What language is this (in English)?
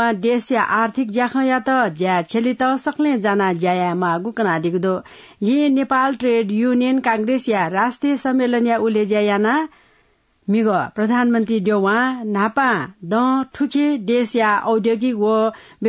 Newari